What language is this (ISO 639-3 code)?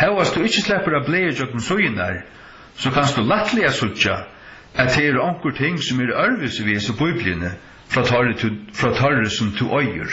fao